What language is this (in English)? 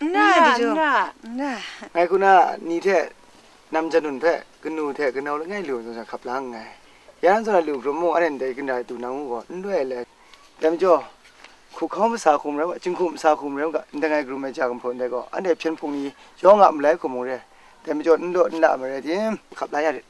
Kachin